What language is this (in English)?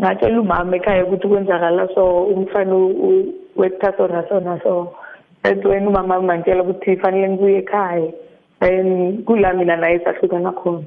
South Ndebele